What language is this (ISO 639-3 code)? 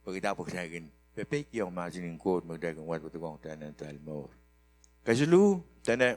pon